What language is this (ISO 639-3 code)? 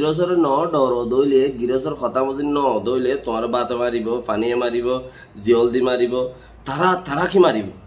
rhg